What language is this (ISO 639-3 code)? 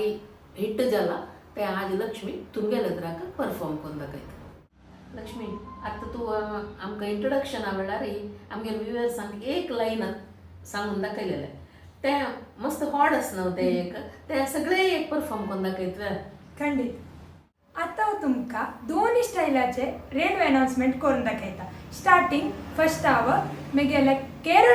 kok